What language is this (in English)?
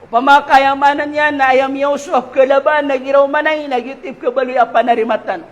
Maranao